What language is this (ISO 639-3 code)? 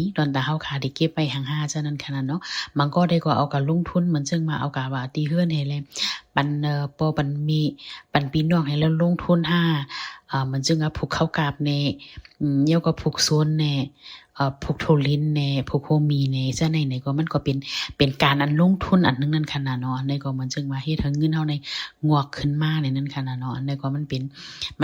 shn